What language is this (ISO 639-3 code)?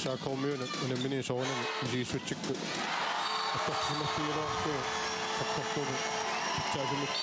kal